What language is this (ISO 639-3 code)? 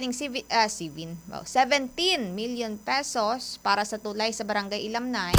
hil